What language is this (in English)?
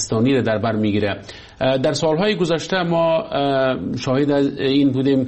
Persian